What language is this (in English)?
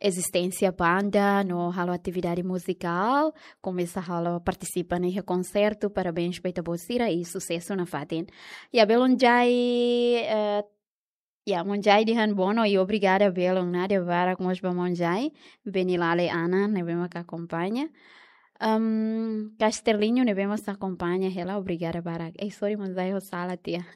Tetum